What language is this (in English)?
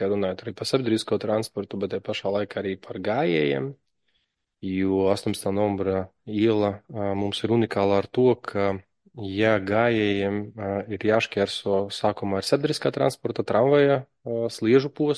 Latvian